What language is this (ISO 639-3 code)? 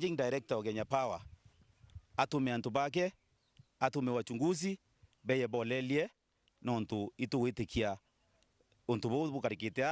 mer